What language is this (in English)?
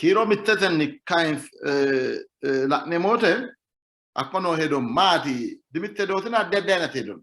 Sidamo